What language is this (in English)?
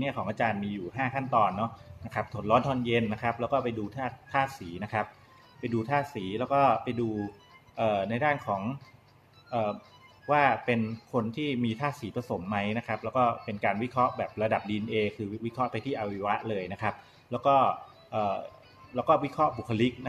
Thai